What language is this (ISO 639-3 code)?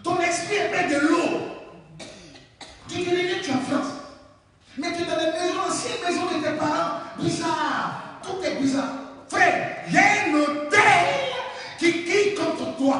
fra